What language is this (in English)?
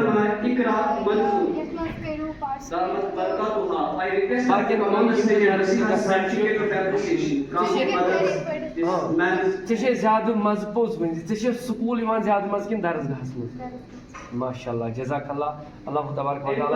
Kashmiri